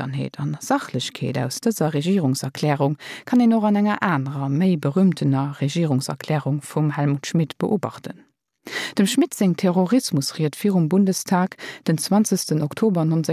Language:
Luxembourgish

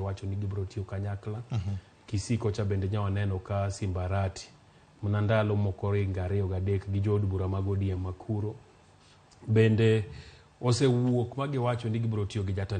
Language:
Luo (Kenya and Tanzania)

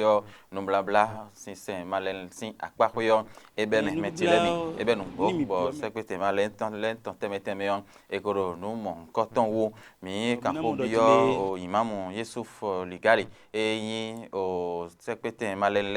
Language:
Fon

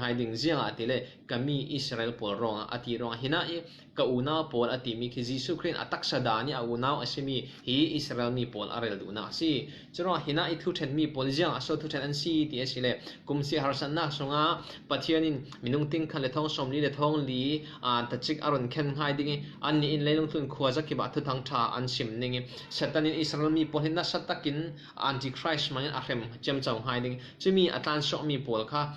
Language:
Falam Chin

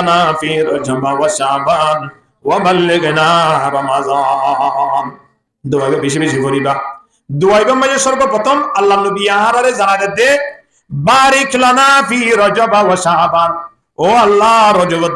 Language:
Rohingya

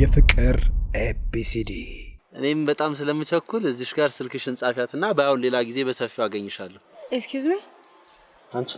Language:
Amharic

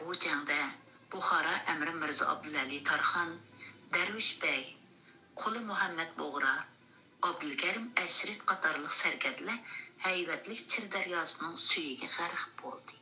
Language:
Uyghur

